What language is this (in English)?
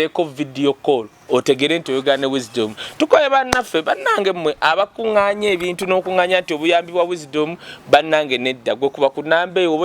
Ganda